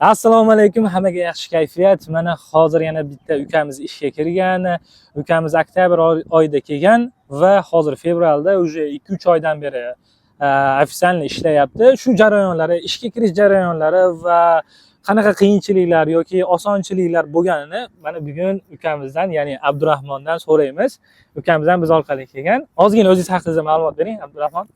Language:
Uzbek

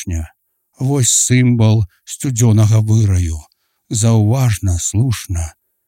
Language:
Belarusian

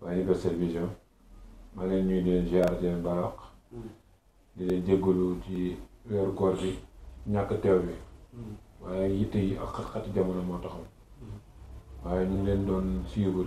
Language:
Wolof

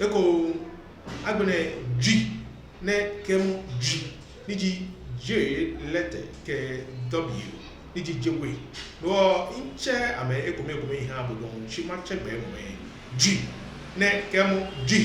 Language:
Ga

